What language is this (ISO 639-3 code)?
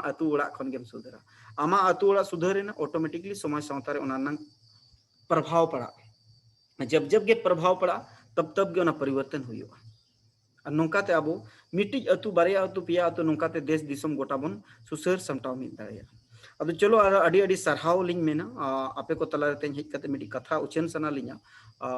sat